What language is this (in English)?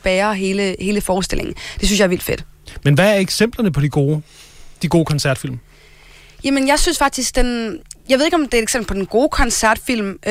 Danish